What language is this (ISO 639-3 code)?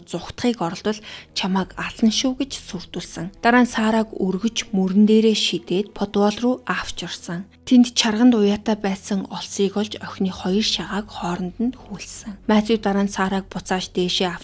mon